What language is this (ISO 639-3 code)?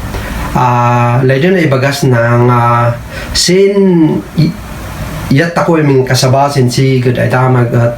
kne